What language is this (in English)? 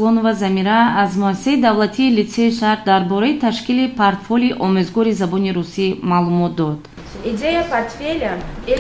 Tajik